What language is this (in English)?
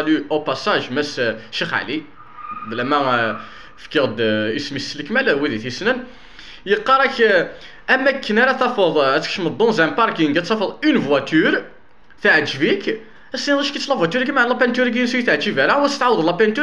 Kabyle